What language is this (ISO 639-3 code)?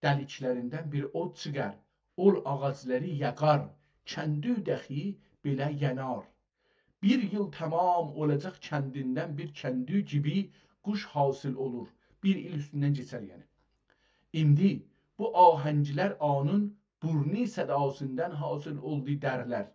azb